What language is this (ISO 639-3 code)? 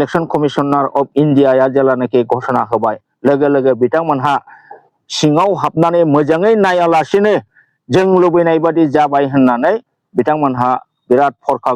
brx